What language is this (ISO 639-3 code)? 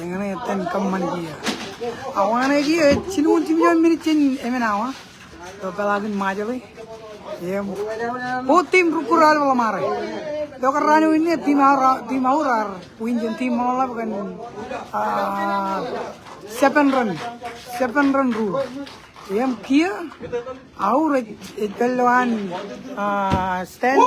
mah